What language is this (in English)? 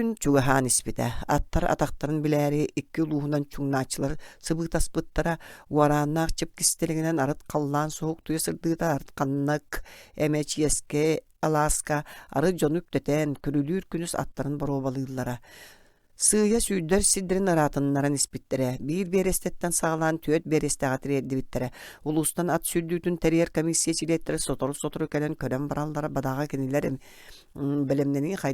Yakut